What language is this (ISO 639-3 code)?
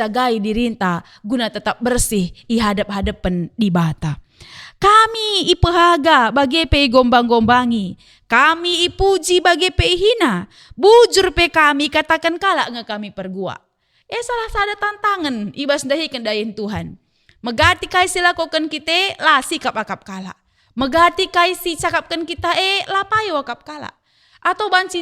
btx